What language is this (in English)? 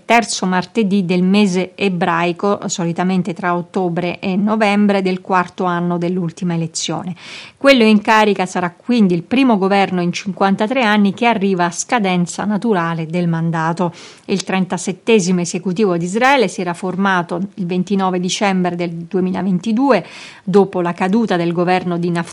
Italian